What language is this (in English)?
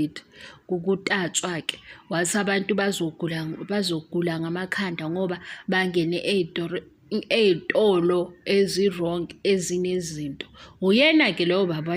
Zulu